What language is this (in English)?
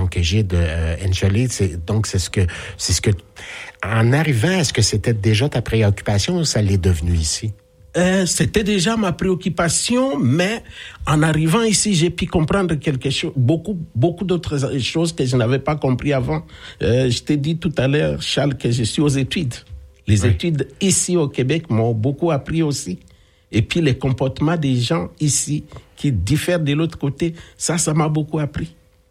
French